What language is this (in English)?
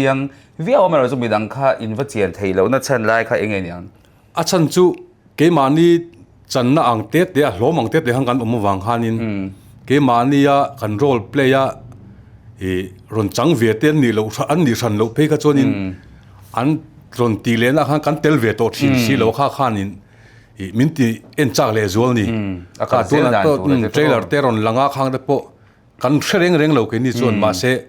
Mizo